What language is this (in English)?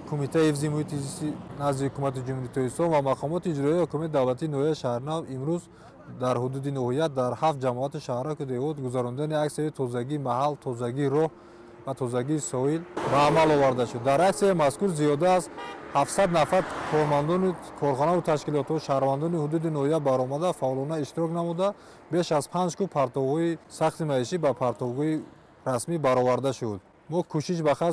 Tajik